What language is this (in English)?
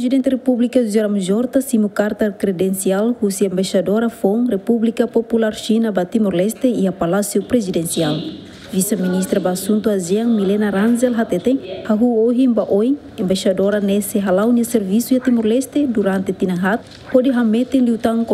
Tetum